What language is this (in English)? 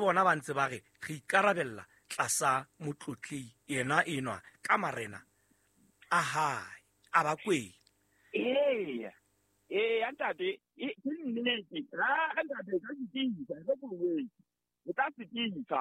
Southern Sotho